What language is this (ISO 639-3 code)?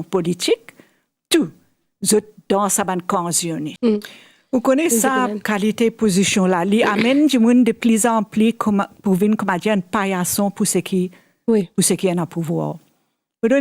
mfe